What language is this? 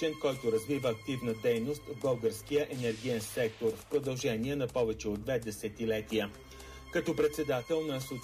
Bulgarian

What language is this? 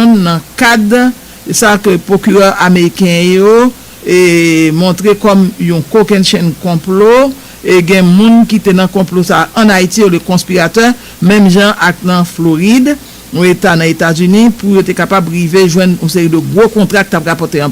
Haitian Creole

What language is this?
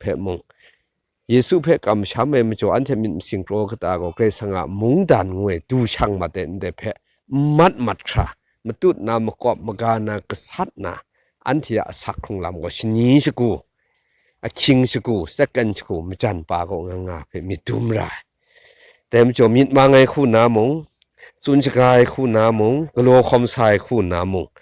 Kachin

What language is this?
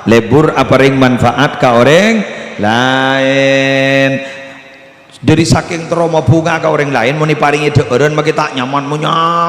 Madurese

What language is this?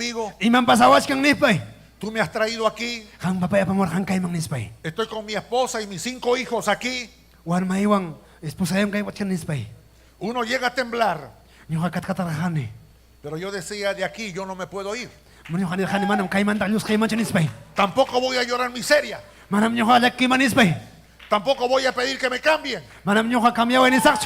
Ayacucho Quechua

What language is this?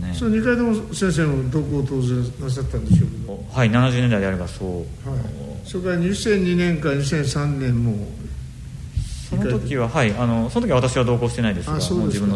Japanese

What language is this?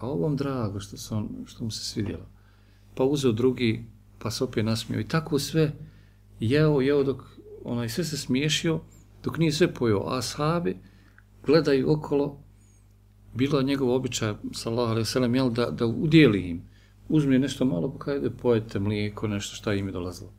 Bosnian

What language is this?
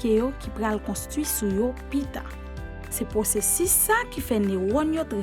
Haitian Creole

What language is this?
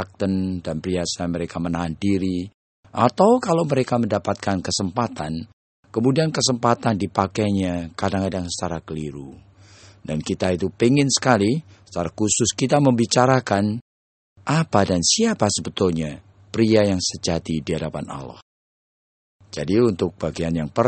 Indonesian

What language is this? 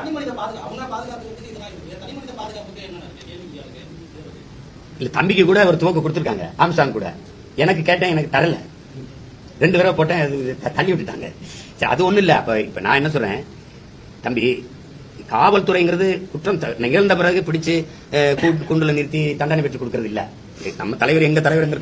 Tamil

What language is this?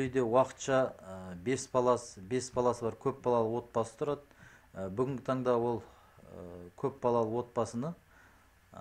Kazakh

